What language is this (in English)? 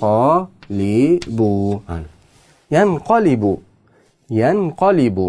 Uzbek